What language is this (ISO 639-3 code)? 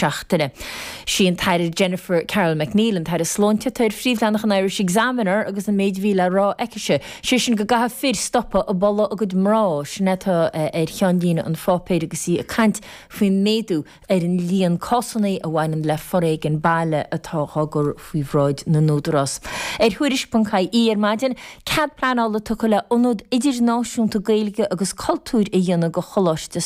gle